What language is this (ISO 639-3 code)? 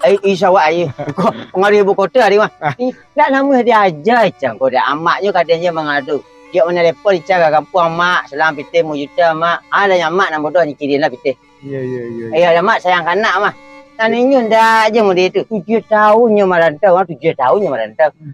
min